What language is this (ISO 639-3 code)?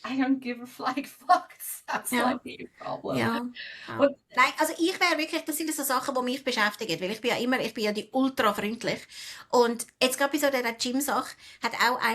gsw